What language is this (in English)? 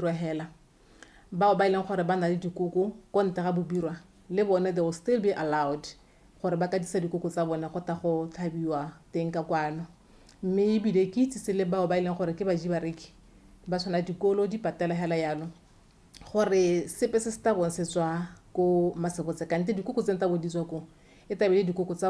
Tswana